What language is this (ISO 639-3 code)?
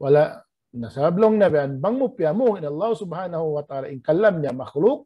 tsg